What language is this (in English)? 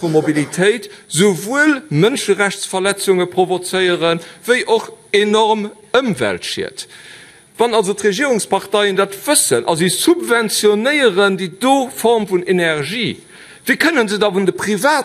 Luxembourgish